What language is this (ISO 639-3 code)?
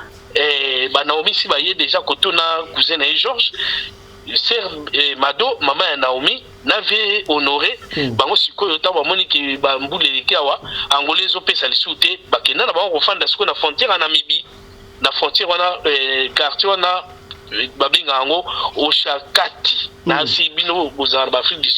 lin